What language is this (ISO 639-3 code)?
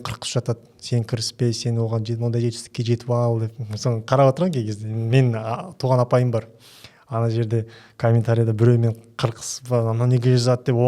kaz